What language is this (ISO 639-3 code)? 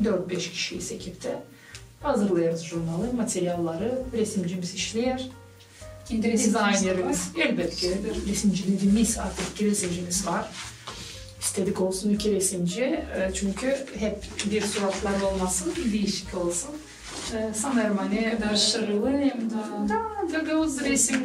gag